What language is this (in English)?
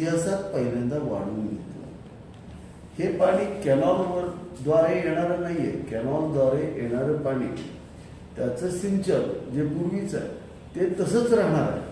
Marathi